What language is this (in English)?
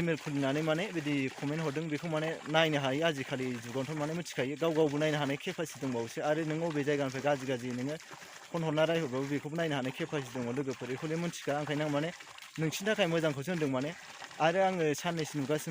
Bodo